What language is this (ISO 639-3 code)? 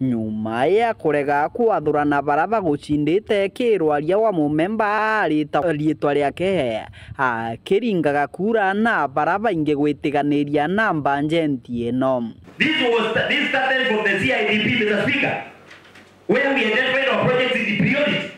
mer